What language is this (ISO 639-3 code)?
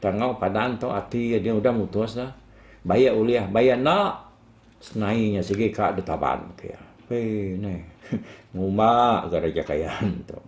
iba